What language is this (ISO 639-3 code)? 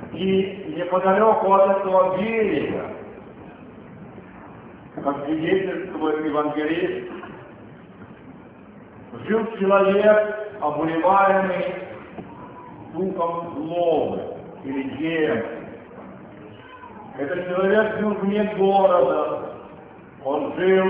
rus